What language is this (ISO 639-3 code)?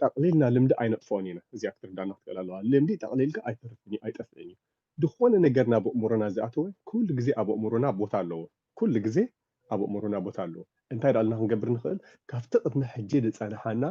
tir